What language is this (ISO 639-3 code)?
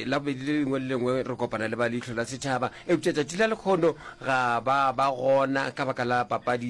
nso